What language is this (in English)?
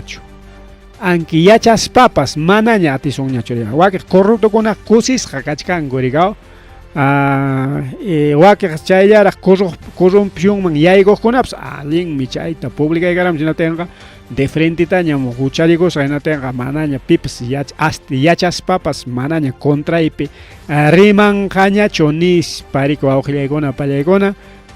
Ayacucho Quechua